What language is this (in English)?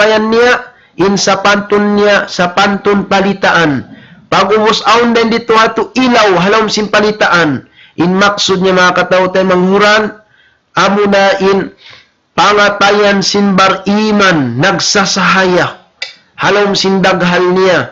Tausug